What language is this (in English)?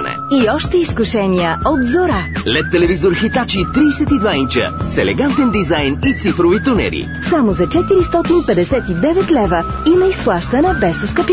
Bulgarian